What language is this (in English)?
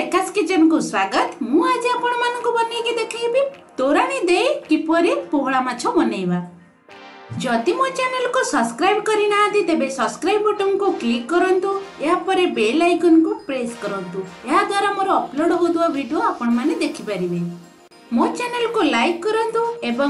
Odia